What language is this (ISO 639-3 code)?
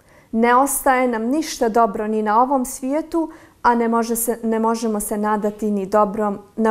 bos